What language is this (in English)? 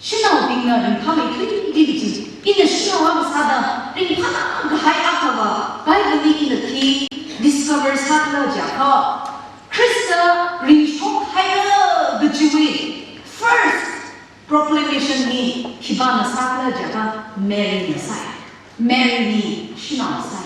Tangkhul Naga (India)